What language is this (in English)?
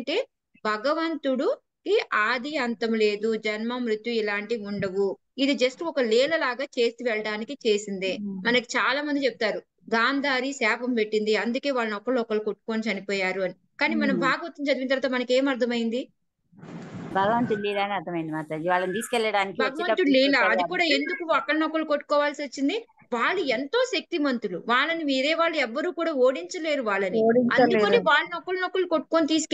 Telugu